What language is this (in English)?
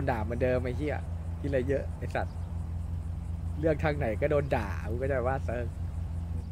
Thai